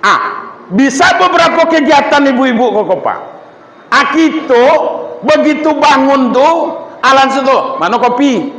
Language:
Minangkabau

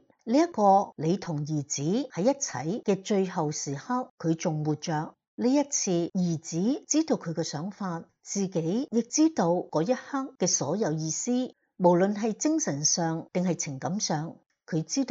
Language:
Cantonese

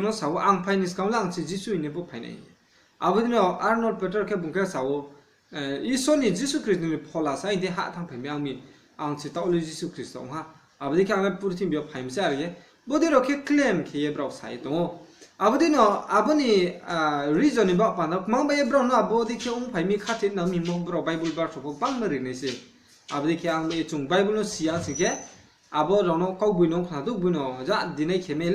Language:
Riang (India)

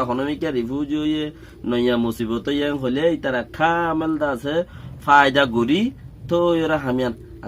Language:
Rohingya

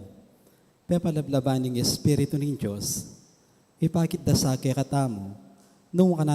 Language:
Pampanga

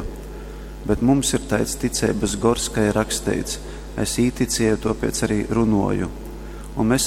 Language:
Latgalian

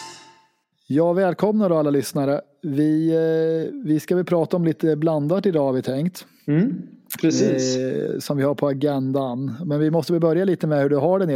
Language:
Swedish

